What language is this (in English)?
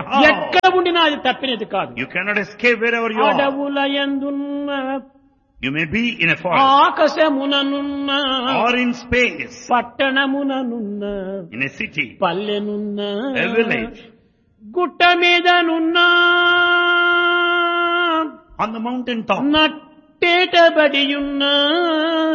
Telugu